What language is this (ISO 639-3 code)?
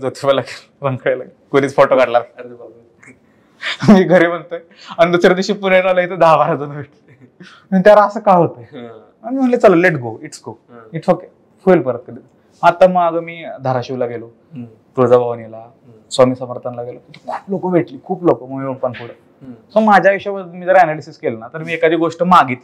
mar